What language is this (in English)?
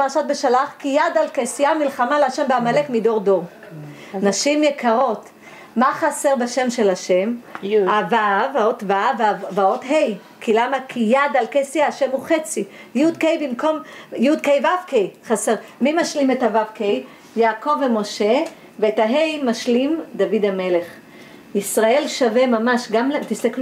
Hebrew